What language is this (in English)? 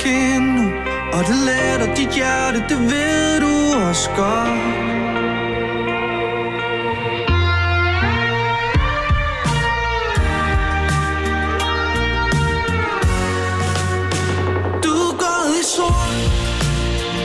Danish